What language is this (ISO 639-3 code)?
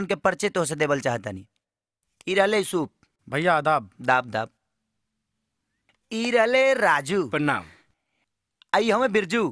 bho